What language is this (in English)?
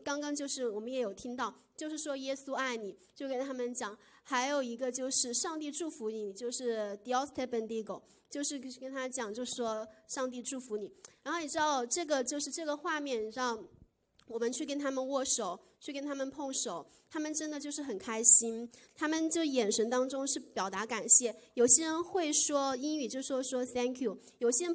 Chinese